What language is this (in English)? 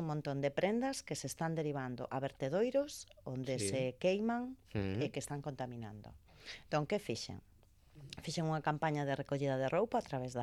Galician